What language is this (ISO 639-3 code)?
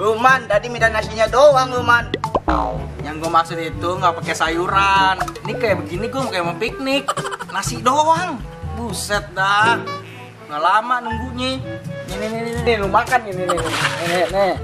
bew